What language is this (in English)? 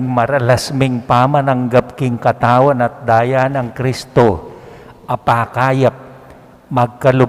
Pampanga